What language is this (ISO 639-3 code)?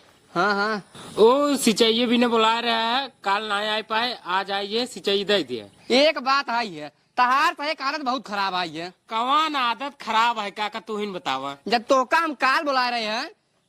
awa